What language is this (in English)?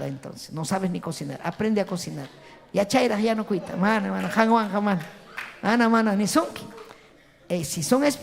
Ayacucho Quechua